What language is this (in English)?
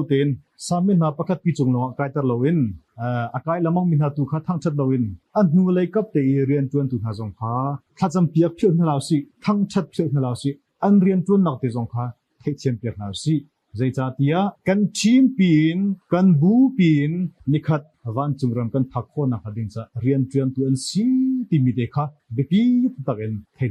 Hakha Chin